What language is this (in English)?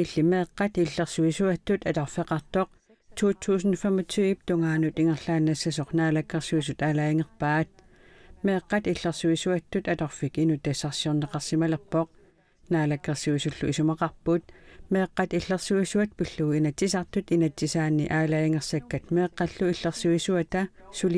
Kalaallisut